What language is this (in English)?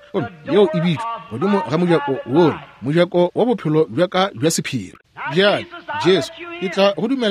Northern Sotho